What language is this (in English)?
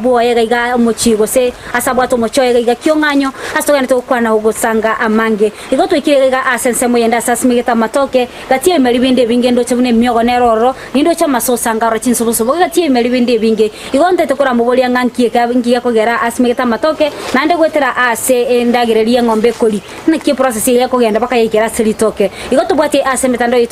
Gusii